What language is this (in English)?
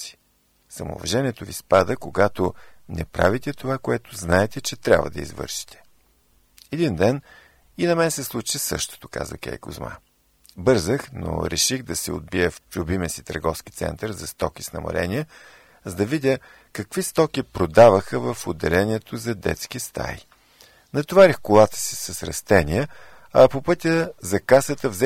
Bulgarian